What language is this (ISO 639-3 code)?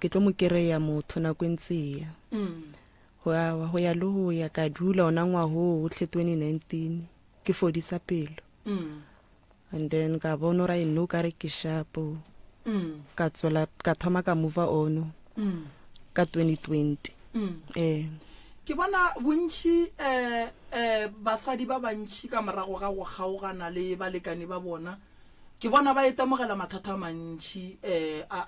nso